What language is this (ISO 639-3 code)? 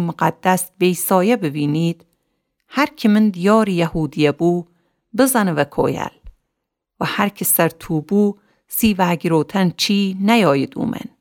glk